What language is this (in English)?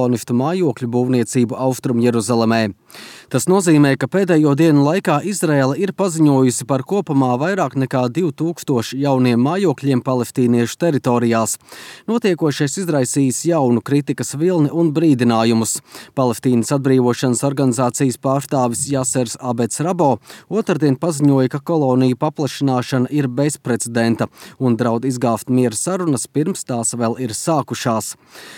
Latvian